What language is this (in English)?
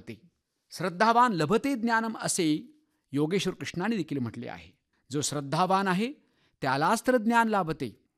Marathi